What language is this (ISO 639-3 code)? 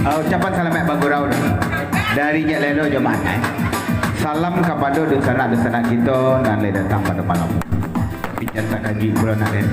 min